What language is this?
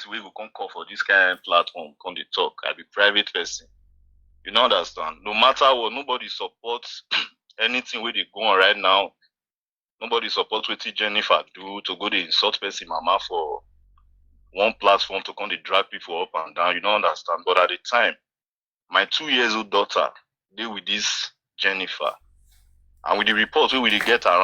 Nigerian Pidgin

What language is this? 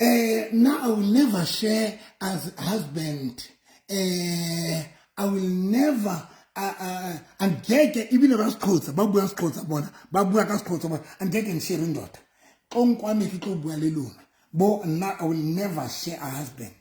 Southern Sotho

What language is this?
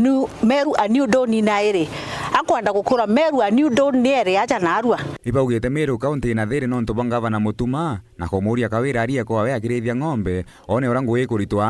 Meru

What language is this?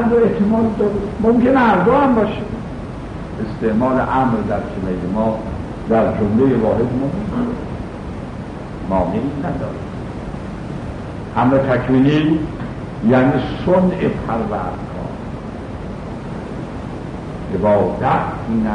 Persian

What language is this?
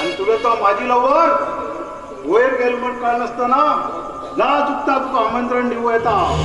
Konkani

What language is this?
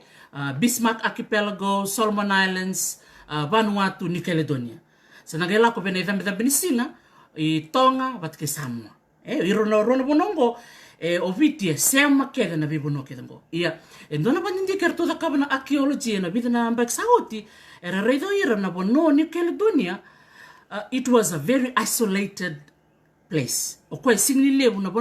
Fijian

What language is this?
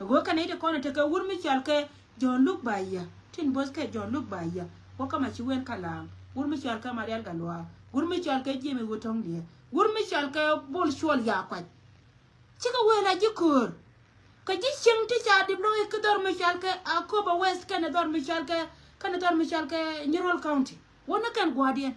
Nuer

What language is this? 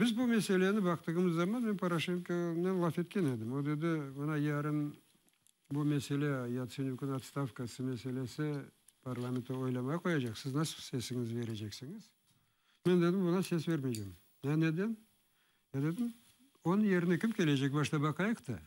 Crimean Tatar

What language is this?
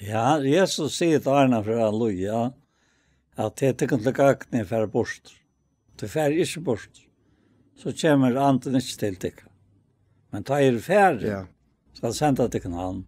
Faroese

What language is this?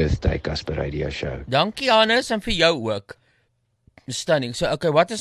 Afrikaans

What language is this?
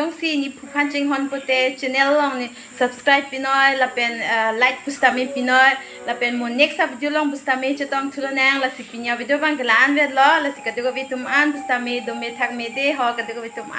Karbi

